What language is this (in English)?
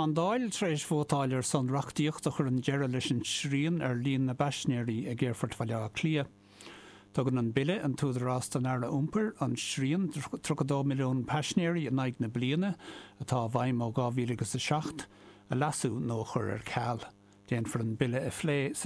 Irish